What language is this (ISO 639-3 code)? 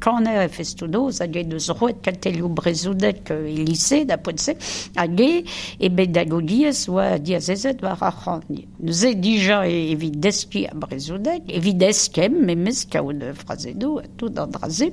bre